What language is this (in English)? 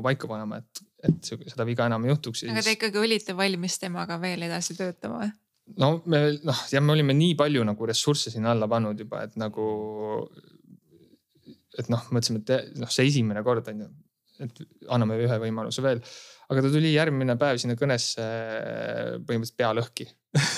Estonian